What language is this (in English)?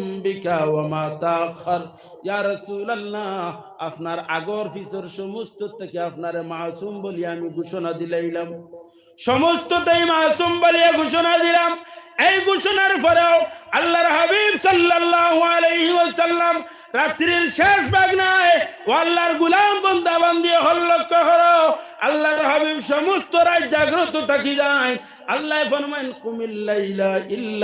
Sylheti